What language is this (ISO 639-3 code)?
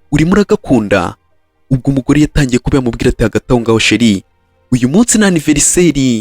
kin